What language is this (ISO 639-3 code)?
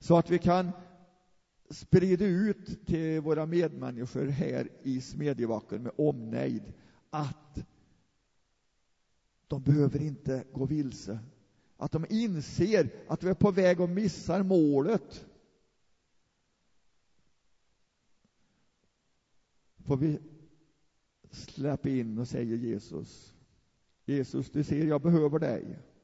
swe